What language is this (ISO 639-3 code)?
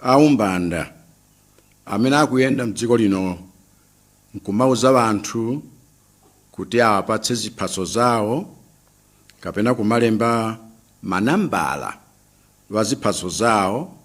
nya